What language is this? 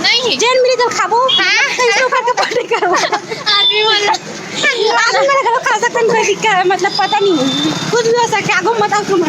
Chhattisgarhi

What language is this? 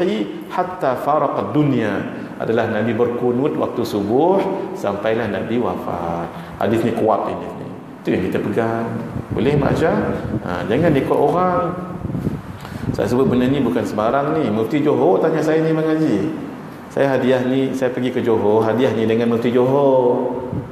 Malay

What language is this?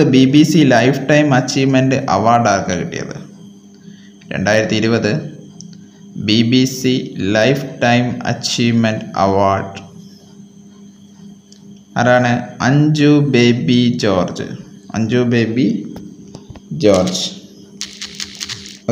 Malayalam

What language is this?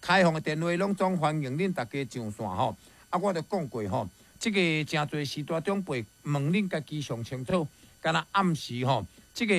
Min Nan Chinese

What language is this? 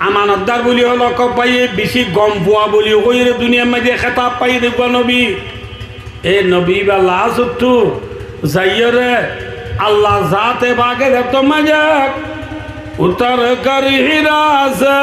Rohingya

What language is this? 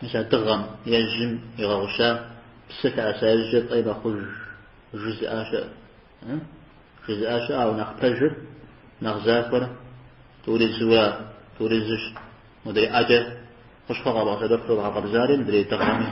Kabardian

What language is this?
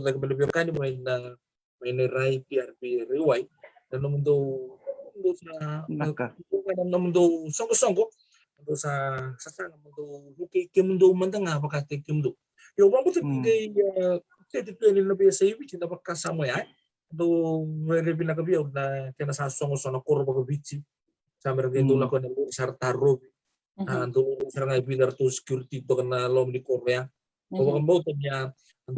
Fijian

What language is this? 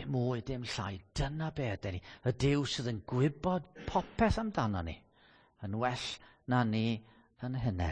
Welsh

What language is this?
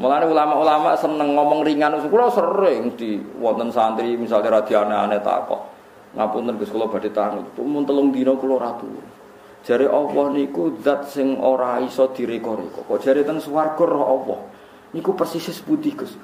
Javanese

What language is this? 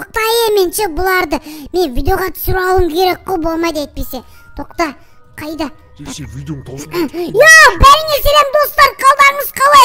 Kazakh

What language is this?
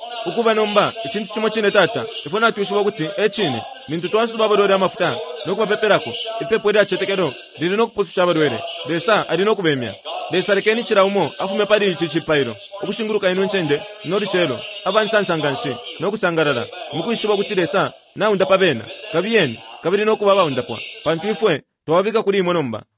Bemba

